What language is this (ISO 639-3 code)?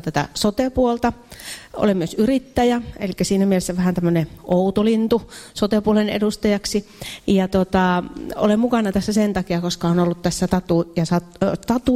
fin